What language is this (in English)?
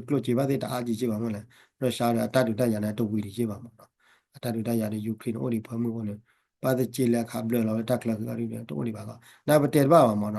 S'gaw Karen